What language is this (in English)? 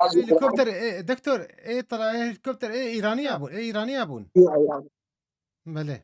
Kurdish